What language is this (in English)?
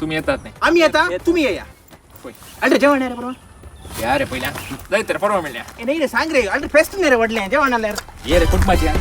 Konkani